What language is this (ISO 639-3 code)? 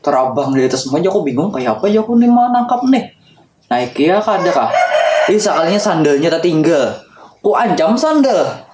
bjn